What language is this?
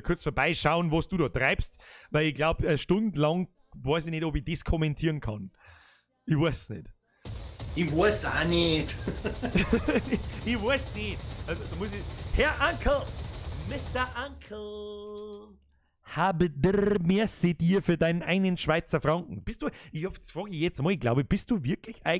Bavarian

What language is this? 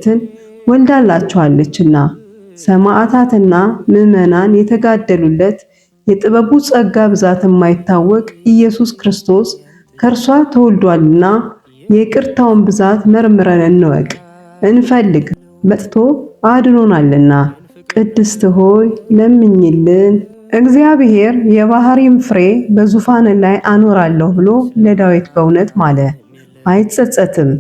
Amharic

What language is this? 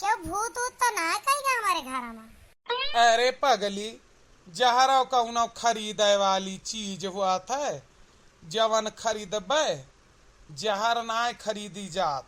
Awadhi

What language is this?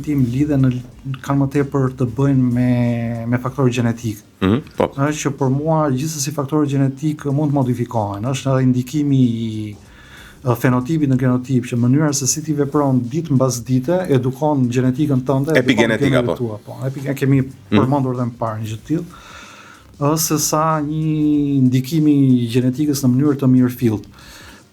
Albanian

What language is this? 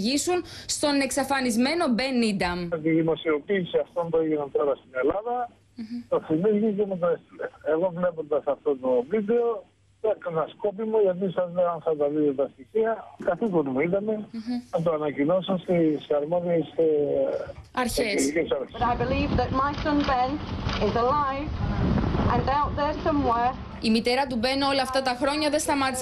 Greek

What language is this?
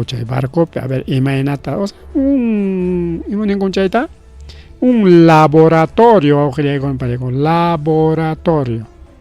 Ayacucho Quechua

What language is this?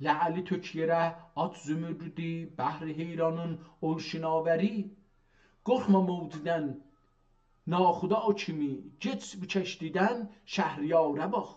South Azerbaijani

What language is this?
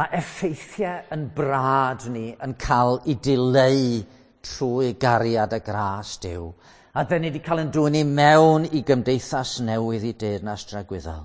Welsh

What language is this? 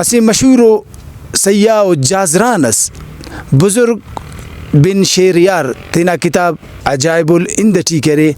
Brahui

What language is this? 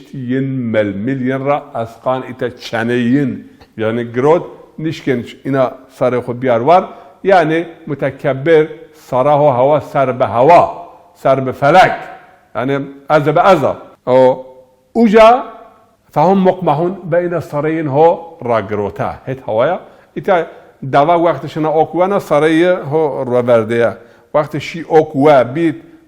Zaza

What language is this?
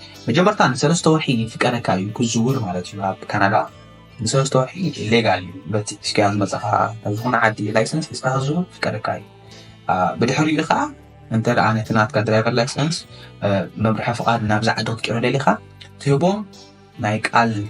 Tigrinya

